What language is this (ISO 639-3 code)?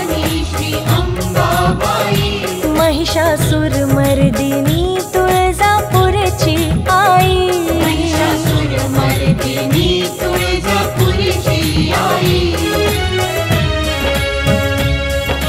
mar